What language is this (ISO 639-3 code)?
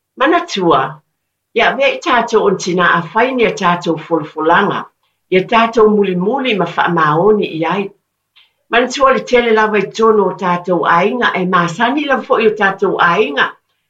smo